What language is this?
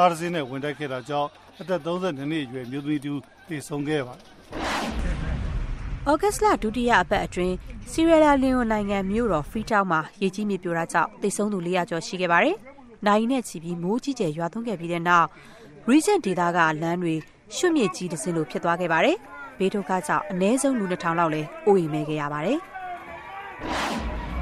Burmese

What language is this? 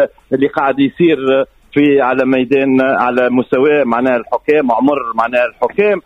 Tunisian Arabic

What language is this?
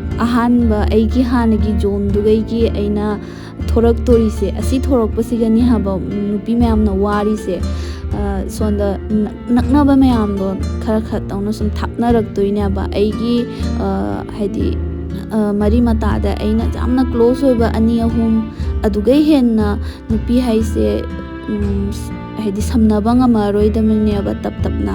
Manipuri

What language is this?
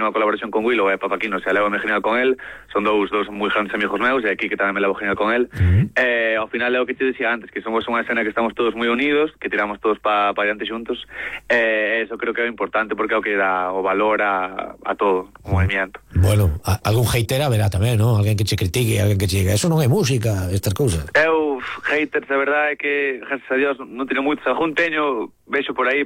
Galician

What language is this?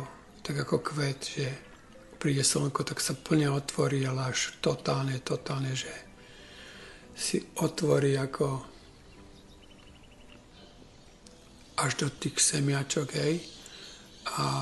Slovak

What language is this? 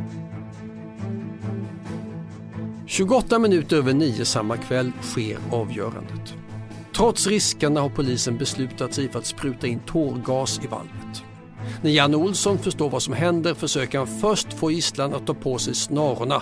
Swedish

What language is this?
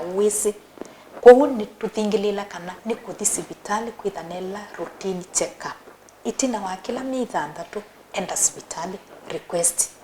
Kamba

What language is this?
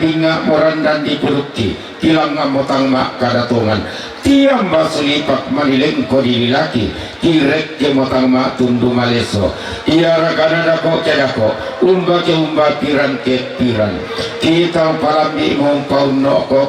Toraja-Sa'dan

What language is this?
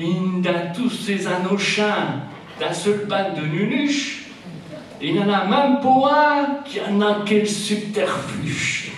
Picard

